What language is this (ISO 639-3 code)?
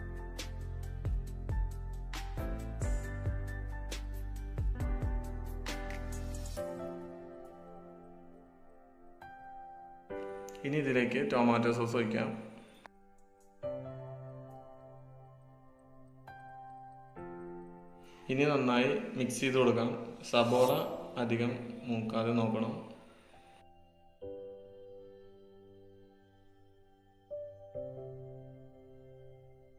mal